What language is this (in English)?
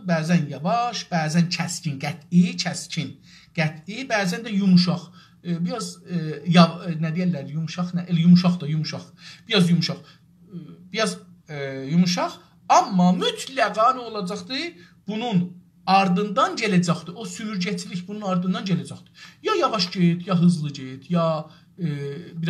South Azerbaijani